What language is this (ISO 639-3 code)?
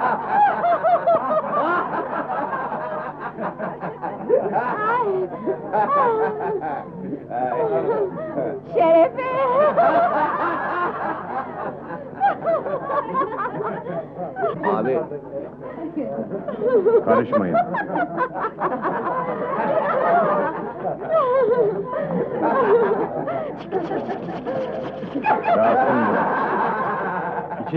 tur